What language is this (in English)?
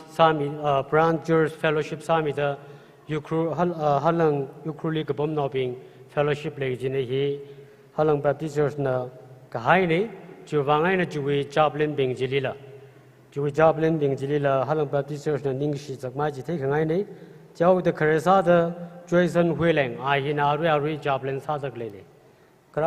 Tangkhul Naga (India)